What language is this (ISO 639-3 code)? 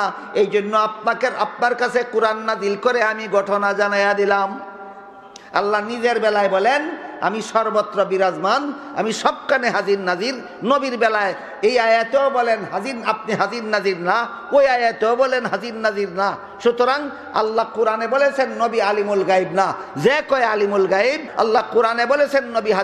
ben